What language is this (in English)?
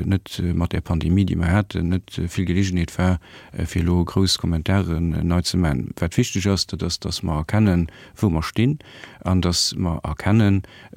Luxembourgish